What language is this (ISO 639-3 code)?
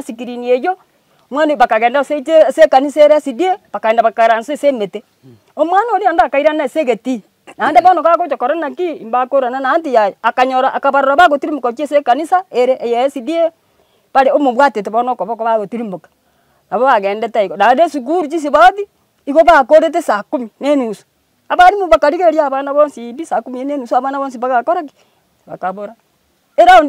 guz